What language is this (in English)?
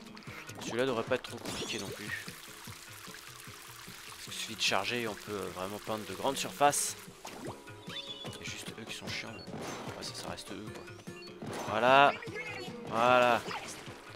French